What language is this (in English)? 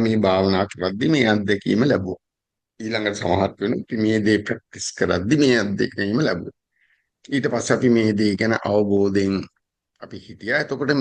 Sinhala